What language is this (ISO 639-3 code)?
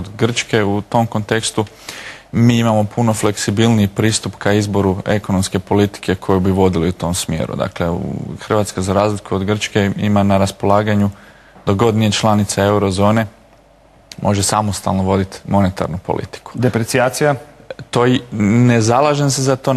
hrv